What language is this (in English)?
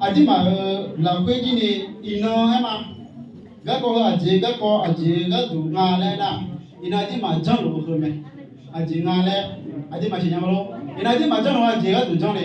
Akha